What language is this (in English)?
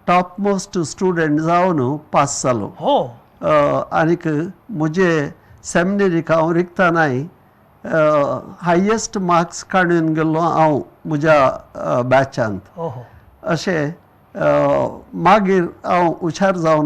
Konkani